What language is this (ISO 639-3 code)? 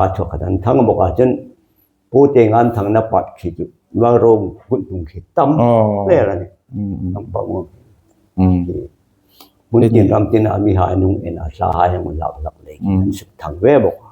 hmr